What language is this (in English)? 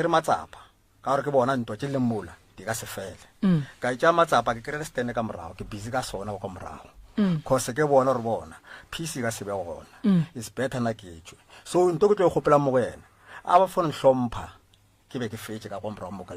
Northern Sotho